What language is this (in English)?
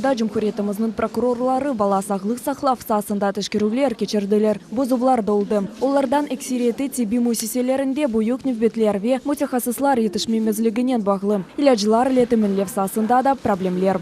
Crimean Tatar